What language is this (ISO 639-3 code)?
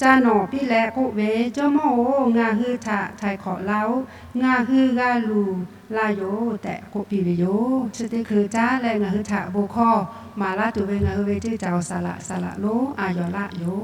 lhu